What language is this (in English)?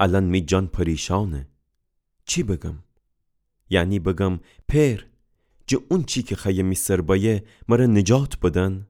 Gilaki